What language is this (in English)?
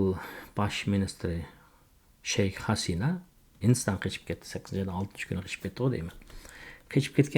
Uyghur